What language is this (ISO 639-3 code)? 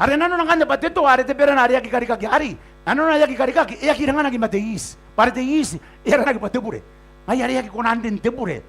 gil